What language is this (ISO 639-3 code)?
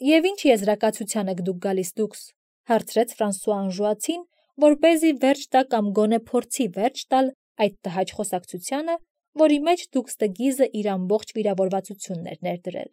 hye